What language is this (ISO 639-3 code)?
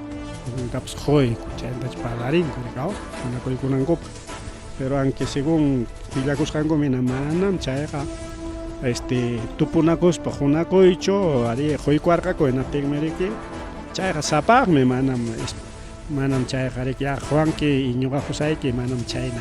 quy